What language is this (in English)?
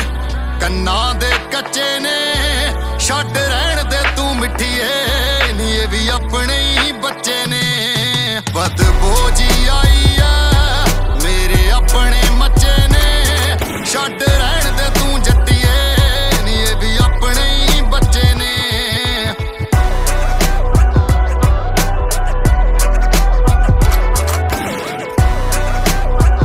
Punjabi